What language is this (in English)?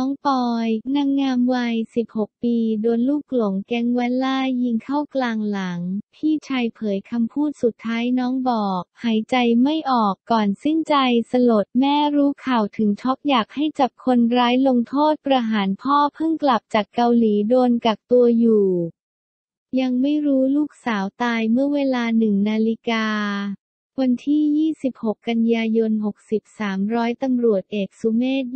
Thai